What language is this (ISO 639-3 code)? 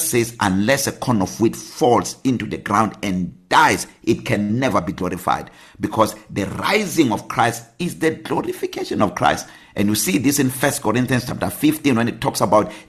eng